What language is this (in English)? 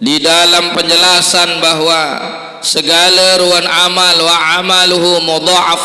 Sasak